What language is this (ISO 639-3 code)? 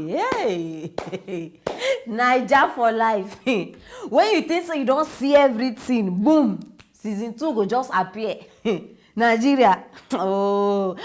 pcm